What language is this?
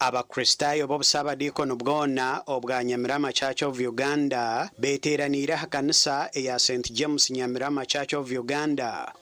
Nyankole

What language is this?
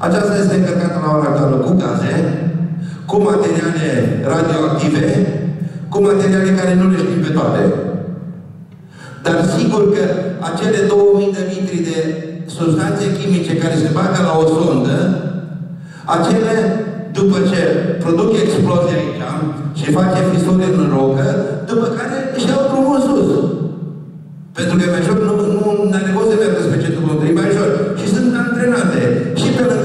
Romanian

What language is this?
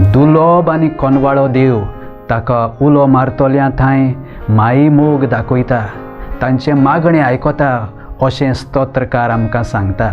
Konkani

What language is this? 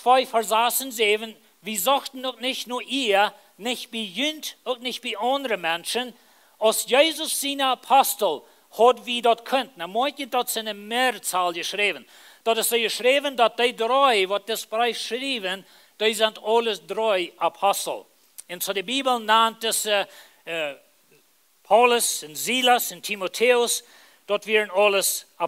Plautdietsch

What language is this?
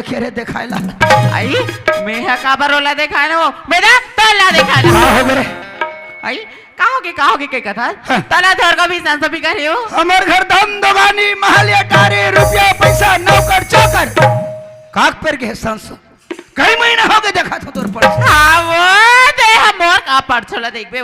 Chhattisgarhi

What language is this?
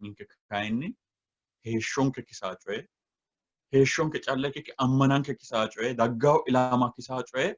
Sidamo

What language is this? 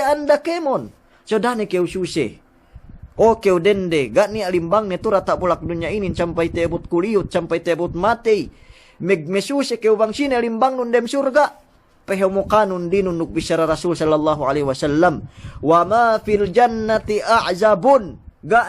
Yakan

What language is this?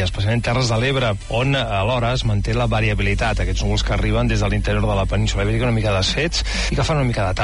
Catalan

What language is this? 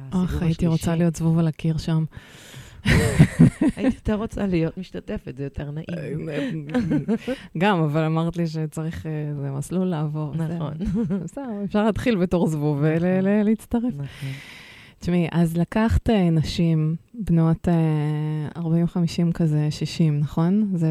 Hebrew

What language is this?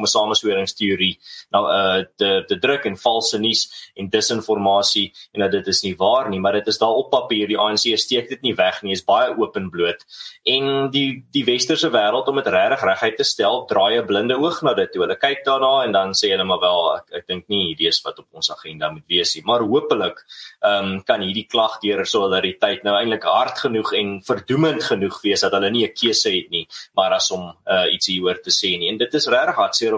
Afrikaans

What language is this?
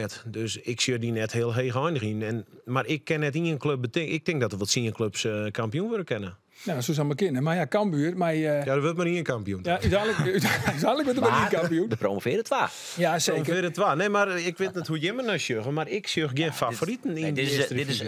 Western Frisian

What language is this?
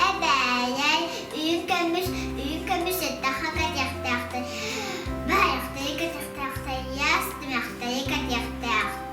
Yakut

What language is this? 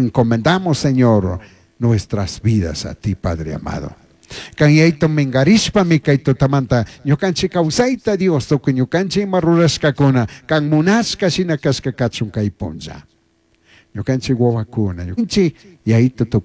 Chimborazo Highland Quichua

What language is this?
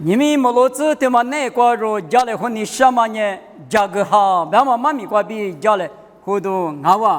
Lisu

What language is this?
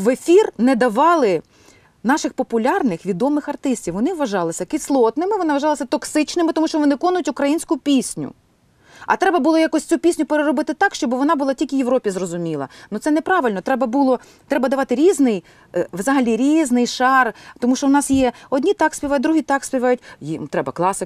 Ukrainian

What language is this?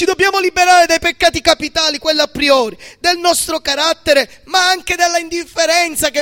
Italian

